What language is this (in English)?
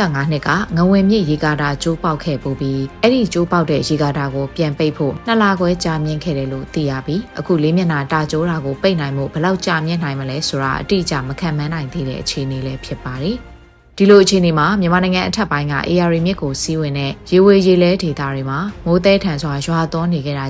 Burmese